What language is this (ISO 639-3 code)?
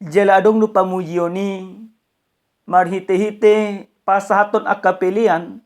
bbc